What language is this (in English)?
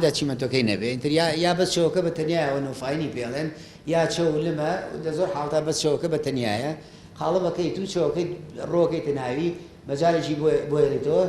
Central Kurdish